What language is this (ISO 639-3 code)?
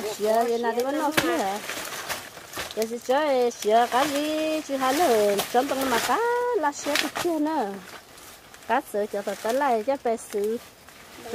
vie